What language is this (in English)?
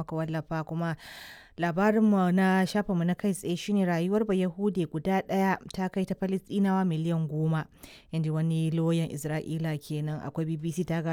Hausa